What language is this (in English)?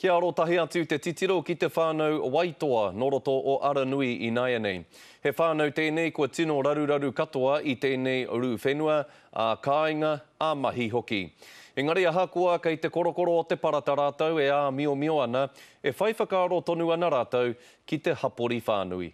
Māori